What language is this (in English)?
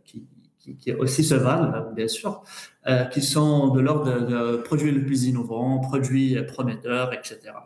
French